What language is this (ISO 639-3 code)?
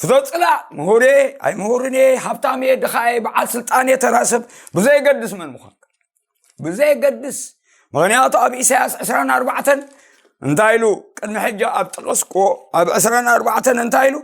tir